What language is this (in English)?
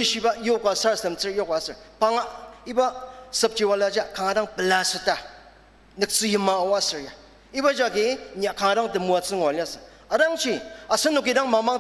Ao Naga